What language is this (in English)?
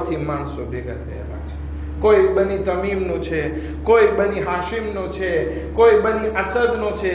Gujarati